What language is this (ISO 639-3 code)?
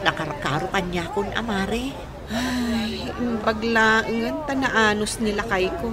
ilo